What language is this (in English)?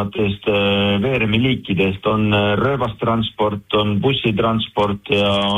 Estonian